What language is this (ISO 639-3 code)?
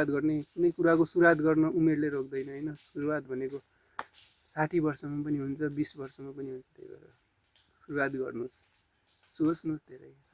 nep